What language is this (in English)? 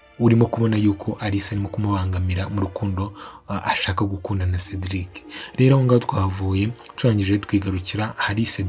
Kinyarwanda